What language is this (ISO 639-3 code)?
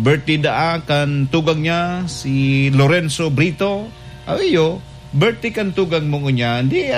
bik